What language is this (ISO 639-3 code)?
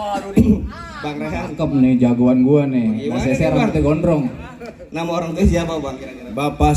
bew